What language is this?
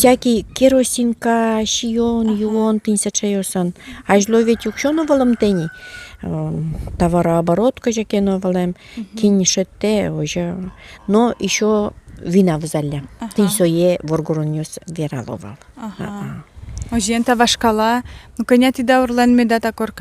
Udmurt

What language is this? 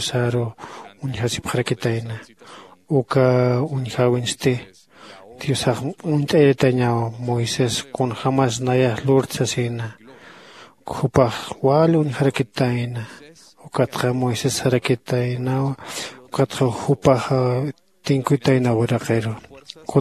Aymara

